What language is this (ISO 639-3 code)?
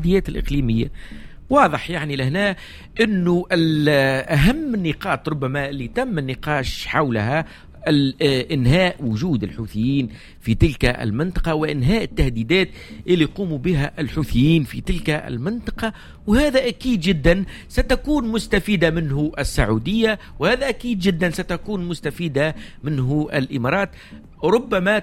aeb